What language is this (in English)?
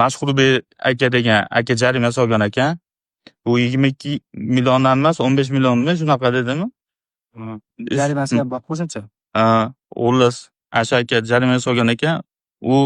Uzbek